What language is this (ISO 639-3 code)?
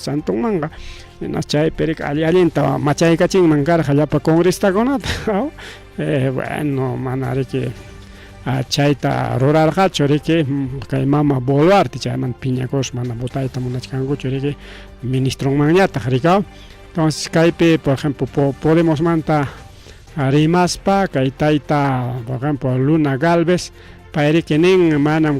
quy